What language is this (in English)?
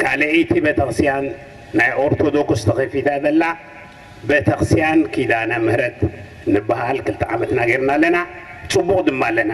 Tigrinya